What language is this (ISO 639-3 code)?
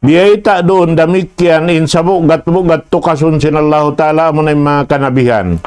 tsg